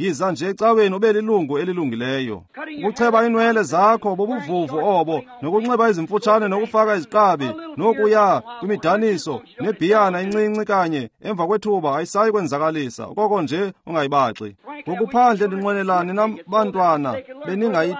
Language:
Xhosa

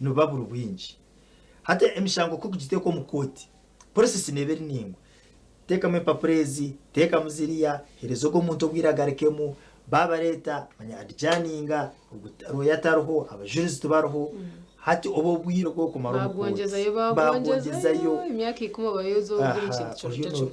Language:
Nyankole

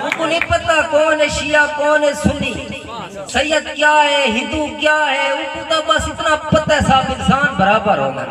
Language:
Saraiki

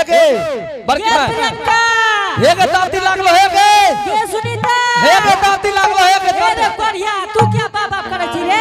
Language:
Angika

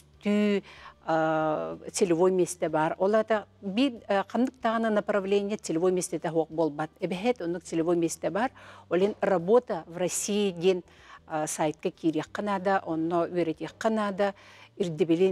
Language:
Yakut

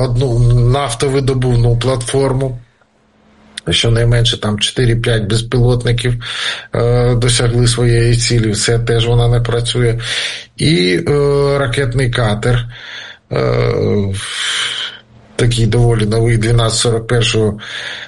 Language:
Ukrainian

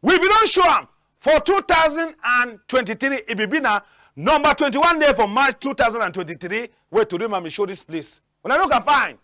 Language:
Cameroon Pidgin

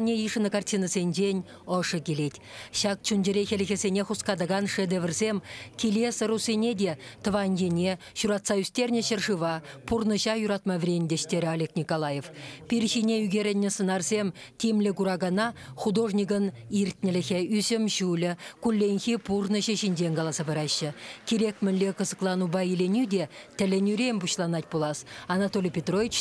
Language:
Chuvash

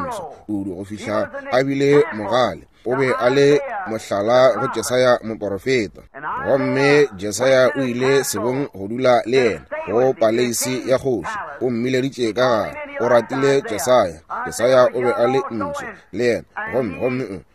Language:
Northern Sotho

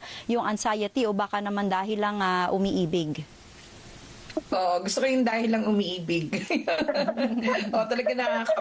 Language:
Filipino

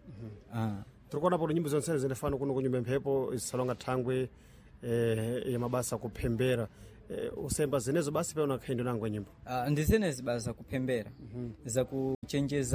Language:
Sena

